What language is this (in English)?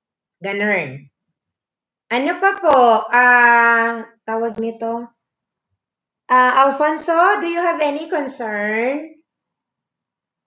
Filipino